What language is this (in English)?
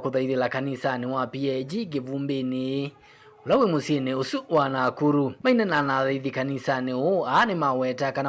Kamba